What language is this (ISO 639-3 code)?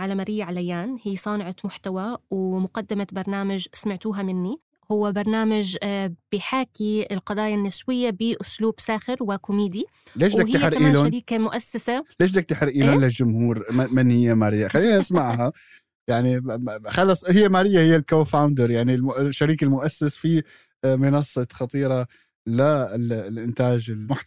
apc